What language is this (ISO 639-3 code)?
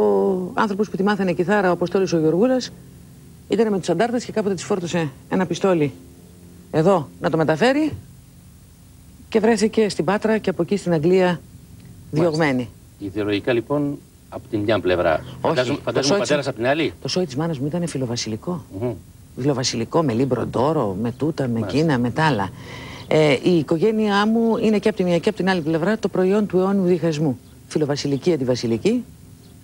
ell